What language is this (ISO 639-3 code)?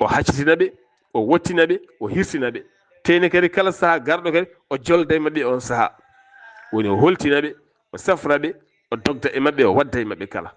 ful